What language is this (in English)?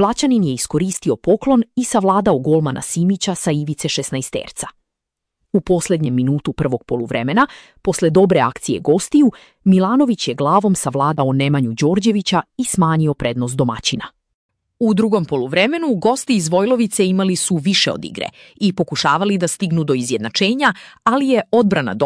Serbian